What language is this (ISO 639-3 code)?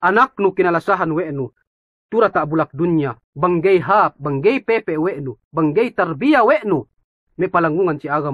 yka